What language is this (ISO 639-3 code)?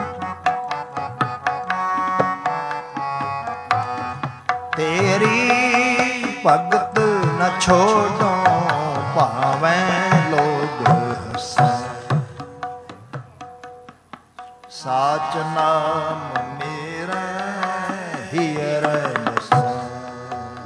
pan